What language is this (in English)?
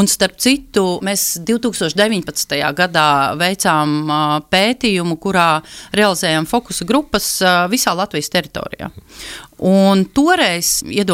Latvian